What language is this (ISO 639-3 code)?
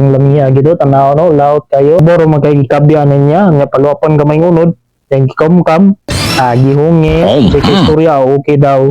ceb